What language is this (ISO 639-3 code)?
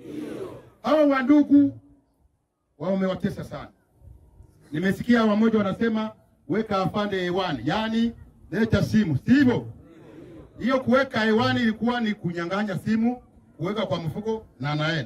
swa